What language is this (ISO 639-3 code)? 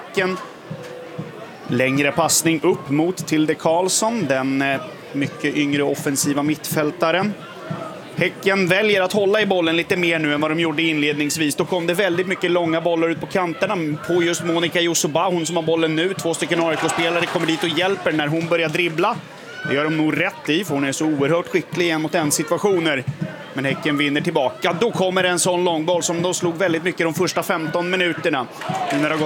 swe